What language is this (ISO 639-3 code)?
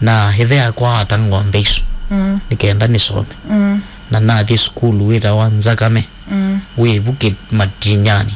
kam